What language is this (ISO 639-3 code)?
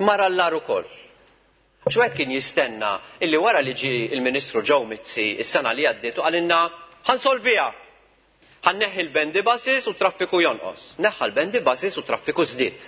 mlt